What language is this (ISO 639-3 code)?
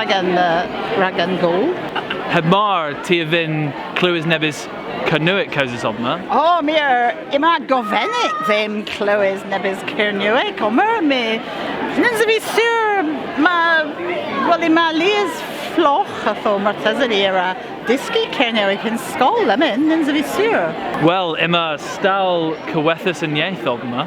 cor